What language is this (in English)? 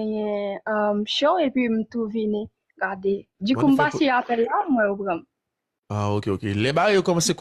Haitian Creole